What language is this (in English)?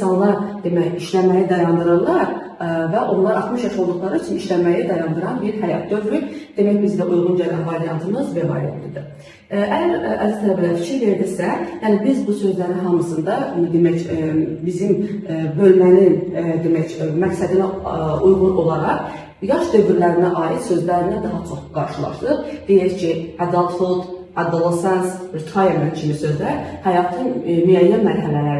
Azerbaijani